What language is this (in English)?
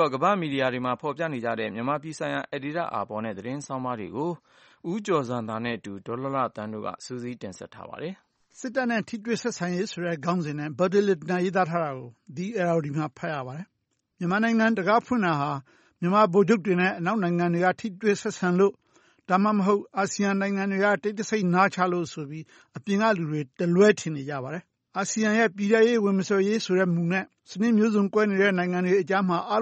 Burmese